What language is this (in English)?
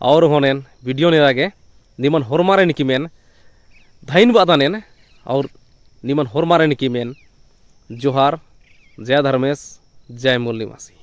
Kurukh